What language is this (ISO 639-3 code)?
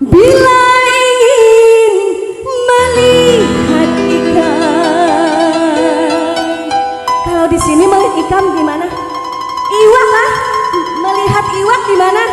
bjn